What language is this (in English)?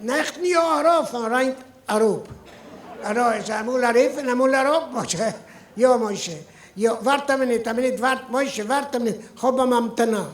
Yiddish